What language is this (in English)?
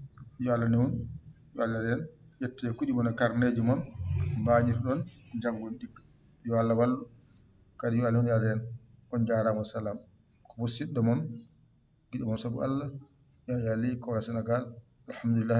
Fula